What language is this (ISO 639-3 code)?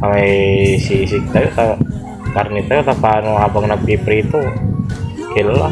pag